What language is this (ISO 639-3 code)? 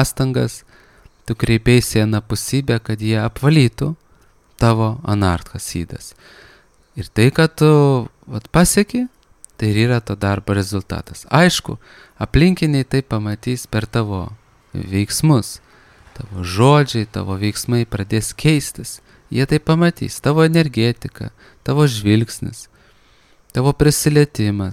lit